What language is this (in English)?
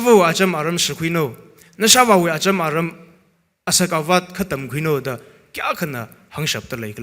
Tangkhul Naga (India)